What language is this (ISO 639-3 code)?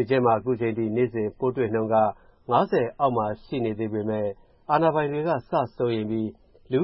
mya